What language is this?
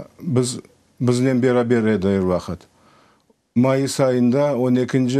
Crimean Tatar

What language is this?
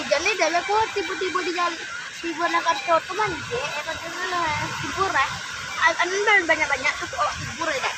Minangkabau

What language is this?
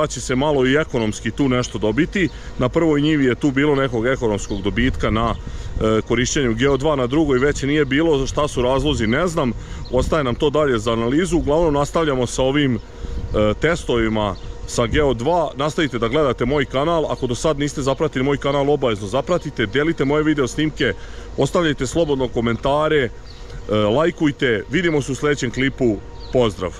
Serbian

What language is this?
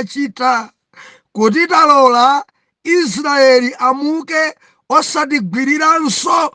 Nyanja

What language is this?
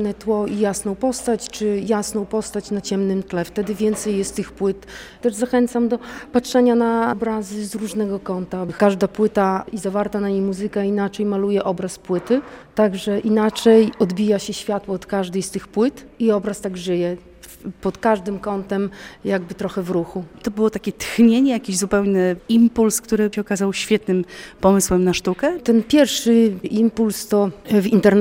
Polish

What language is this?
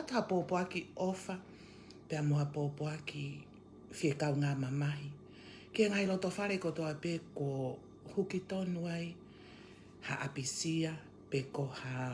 Tongan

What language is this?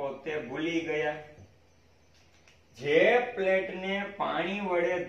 Gujarati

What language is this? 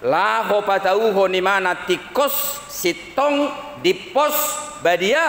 Batak Toba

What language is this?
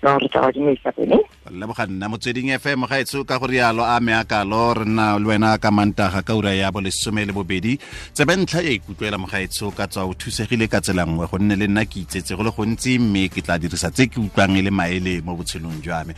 Tswana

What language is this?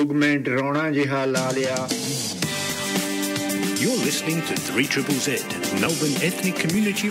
Punjabi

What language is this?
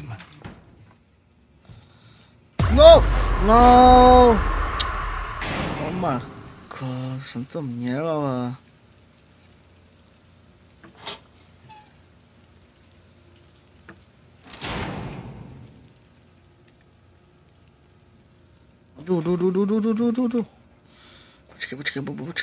Czech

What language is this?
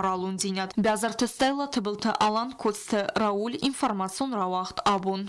Ossetic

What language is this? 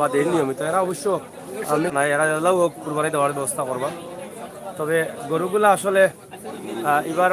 Sylheti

